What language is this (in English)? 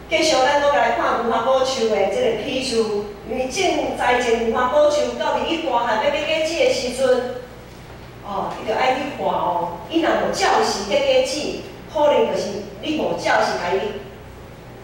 Min Nan Chinese